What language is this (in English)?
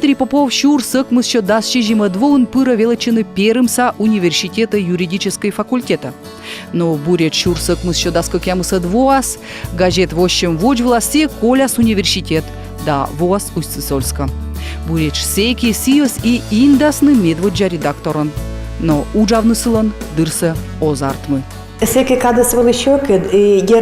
Komi